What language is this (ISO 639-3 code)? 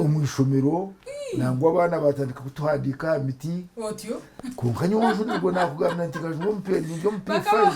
nyn